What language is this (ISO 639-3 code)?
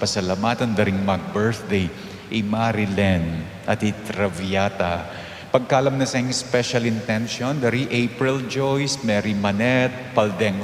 pam